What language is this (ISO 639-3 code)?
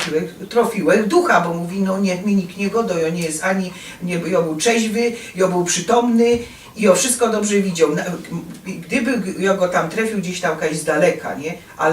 szl